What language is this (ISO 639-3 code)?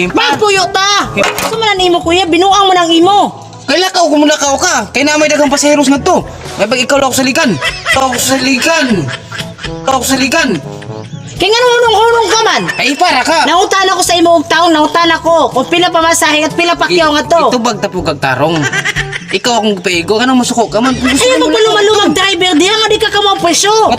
ceb